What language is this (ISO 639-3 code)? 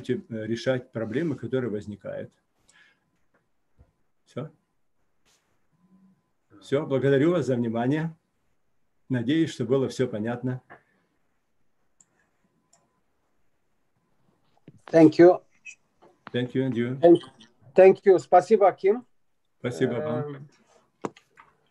rus